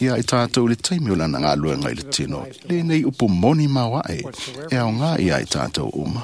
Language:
Samoan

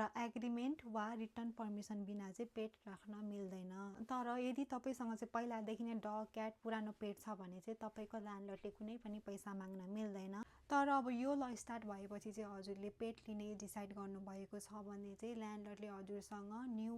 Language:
Nepali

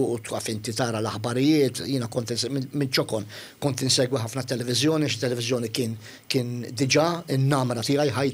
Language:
Maltese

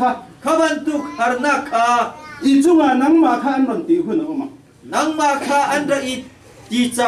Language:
Hakha Chin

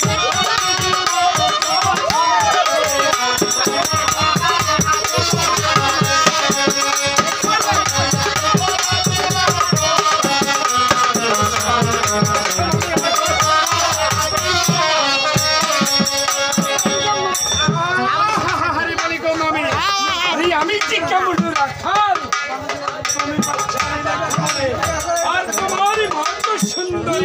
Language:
Bangla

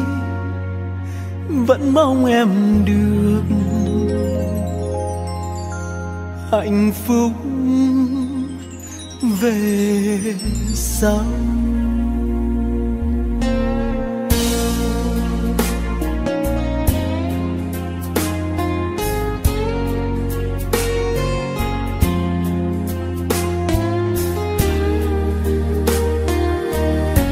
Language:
Vietnamese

